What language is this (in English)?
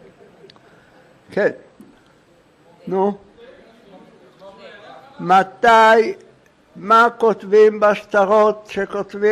Hebrew